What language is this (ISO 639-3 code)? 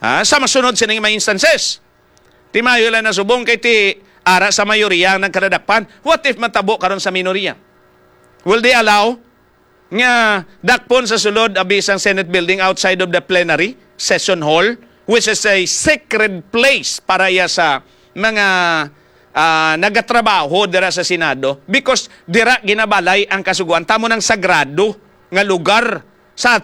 hil